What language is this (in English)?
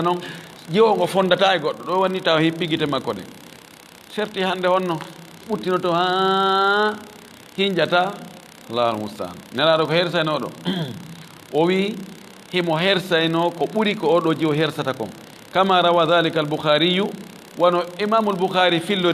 Fula